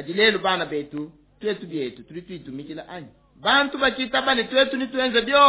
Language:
Luba-Lulua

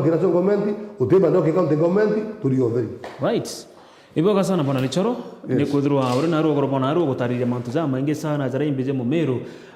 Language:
Meru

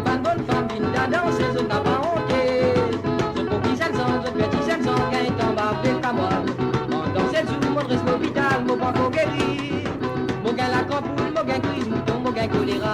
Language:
Morisyen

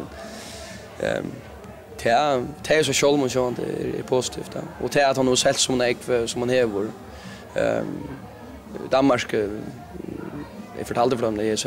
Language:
Faroese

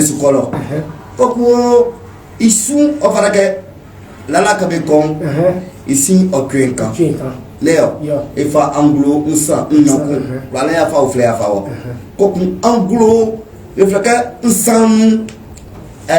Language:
Baoulé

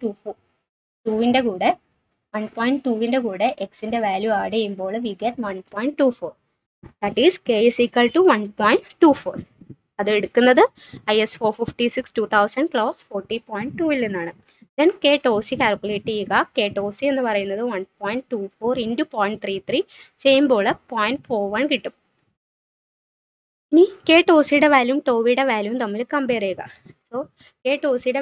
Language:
Malayalam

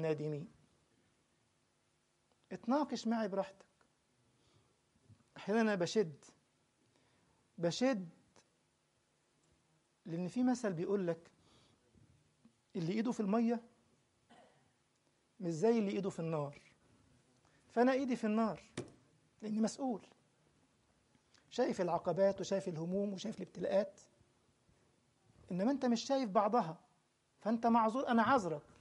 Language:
Egyptian Arabic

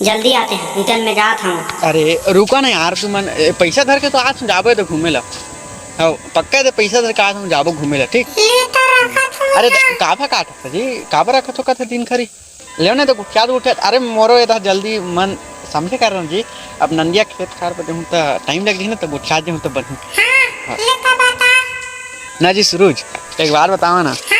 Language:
Chhattisgarhi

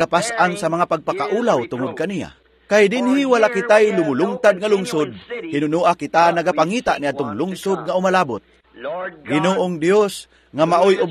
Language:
Cebuano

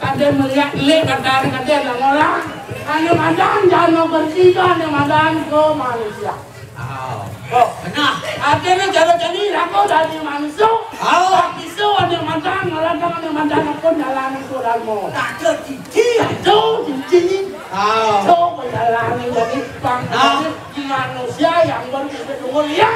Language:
Balinese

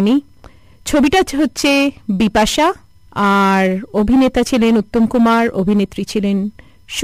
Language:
Bangla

